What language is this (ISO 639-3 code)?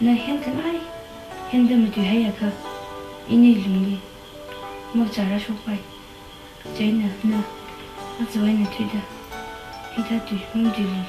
nmf